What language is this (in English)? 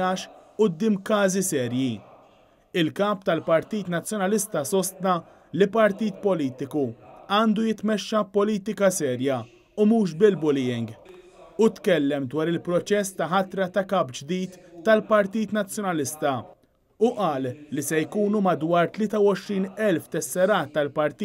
Maltese